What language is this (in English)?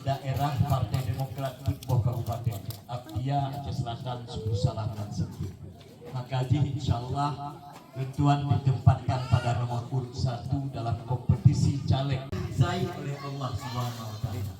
Achinese